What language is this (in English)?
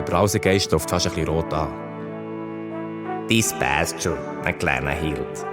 Swiss German